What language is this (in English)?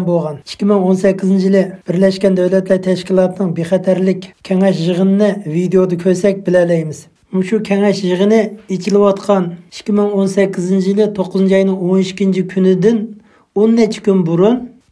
Uyghur